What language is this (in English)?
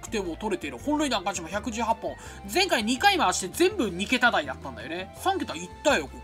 Japanese